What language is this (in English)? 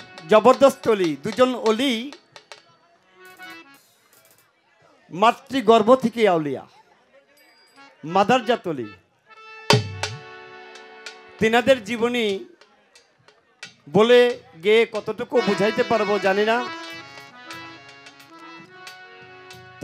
Bangla